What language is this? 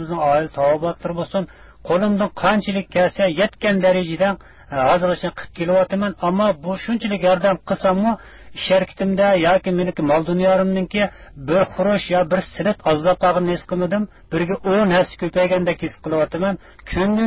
Uyghur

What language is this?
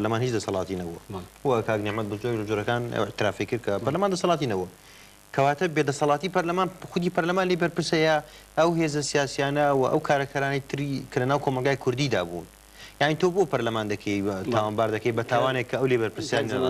Central Kurdish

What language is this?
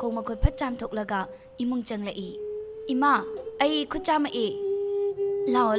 Manipuri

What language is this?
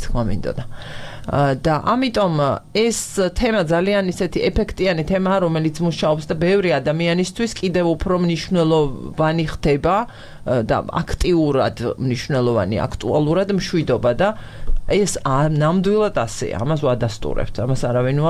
Georgian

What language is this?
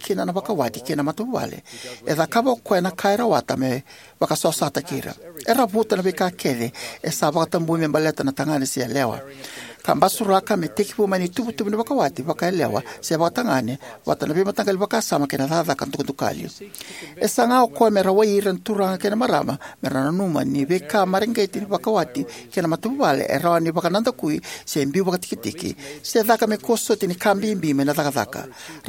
Fijian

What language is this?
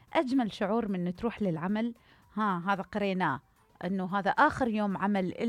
Mesopotamian Arabic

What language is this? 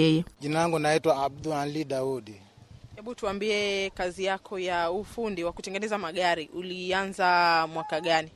Swahili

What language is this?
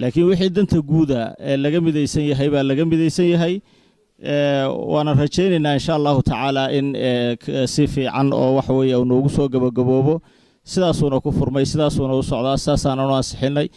Somali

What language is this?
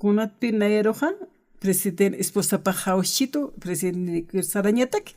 Aymara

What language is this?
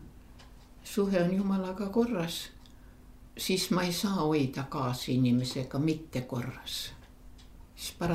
Estonian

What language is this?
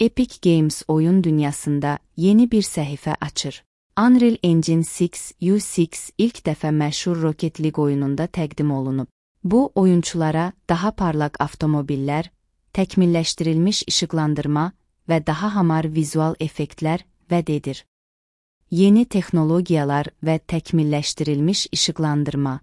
Azerbaijani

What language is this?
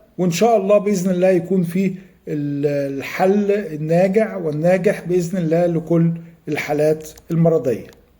Egyptian Arabic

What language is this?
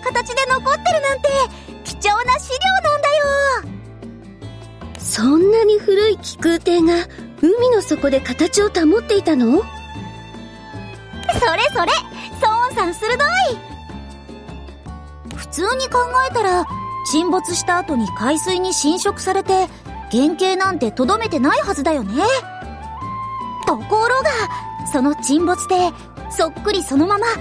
Japanese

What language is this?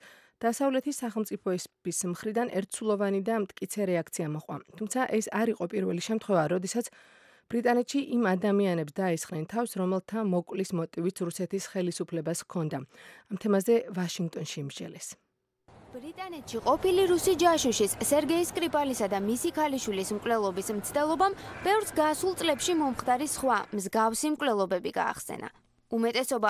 Georgian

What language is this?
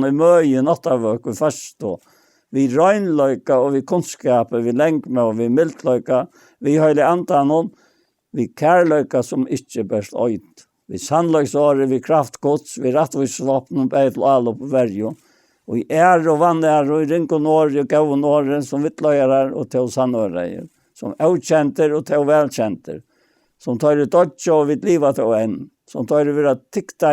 Faroese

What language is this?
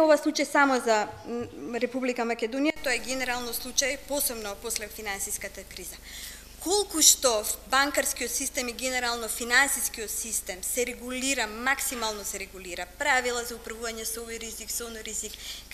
Macedonian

